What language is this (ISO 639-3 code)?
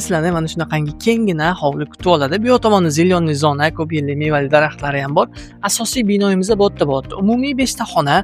uzb